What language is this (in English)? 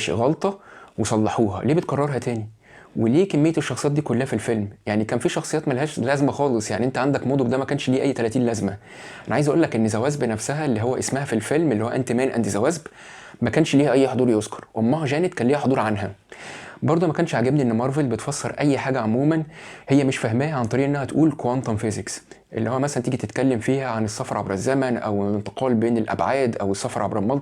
Egyptian Arabic